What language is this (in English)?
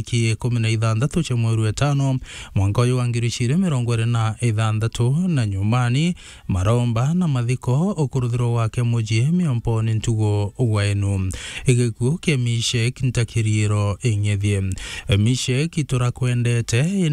Meru